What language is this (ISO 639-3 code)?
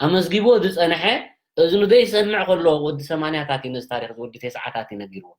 tir